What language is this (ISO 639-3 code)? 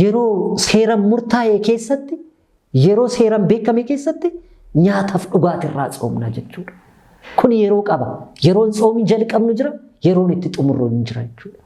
orm